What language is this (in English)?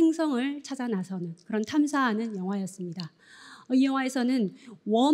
Korean